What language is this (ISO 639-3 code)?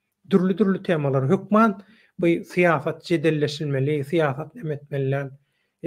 tuk